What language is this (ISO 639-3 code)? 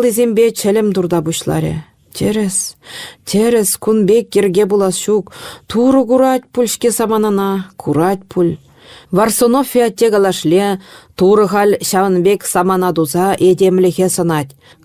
chv